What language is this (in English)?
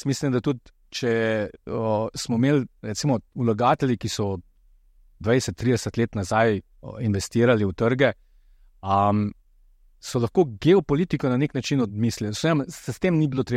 Slovenian